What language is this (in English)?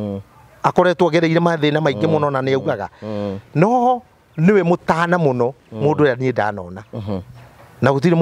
Kikuyu